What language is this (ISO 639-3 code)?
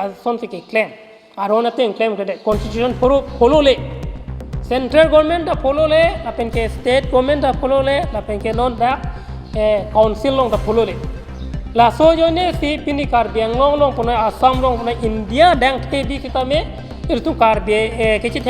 mjw